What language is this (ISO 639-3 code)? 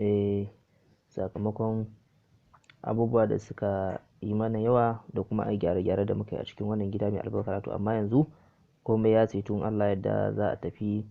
hau